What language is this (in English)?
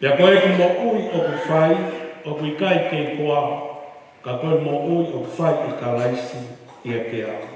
Tongan